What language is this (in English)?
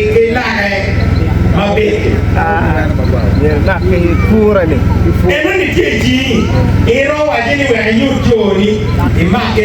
Acoli